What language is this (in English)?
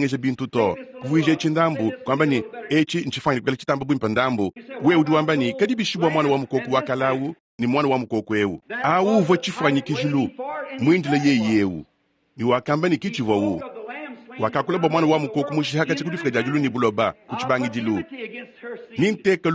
Luba-Lulua